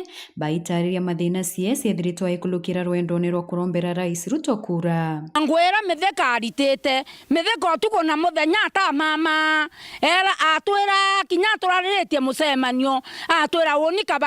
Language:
Meru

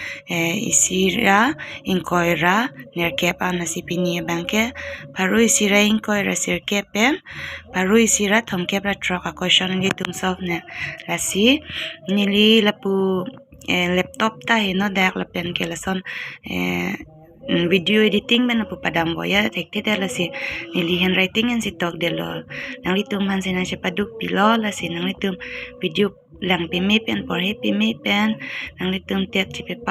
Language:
Karbi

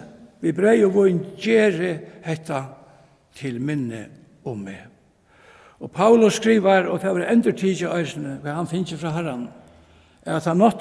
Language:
Faroese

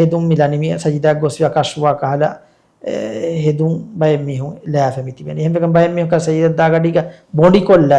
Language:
Divehi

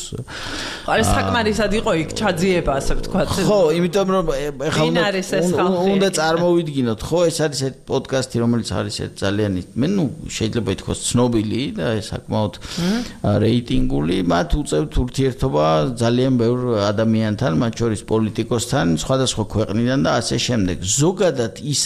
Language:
Georgian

